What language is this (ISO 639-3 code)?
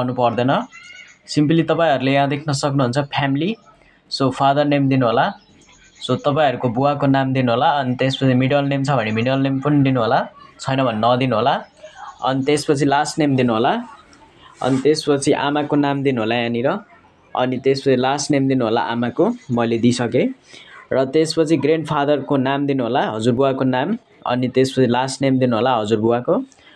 nep